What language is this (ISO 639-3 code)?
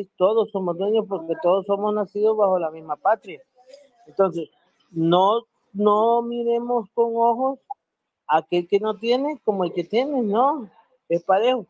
spa